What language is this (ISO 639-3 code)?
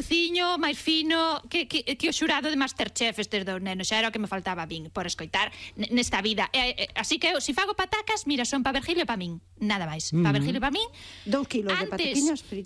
glg